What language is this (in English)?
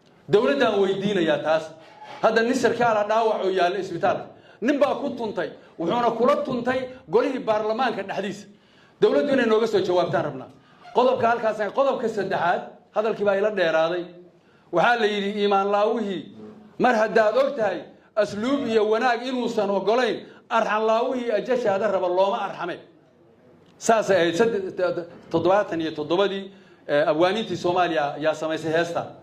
Somali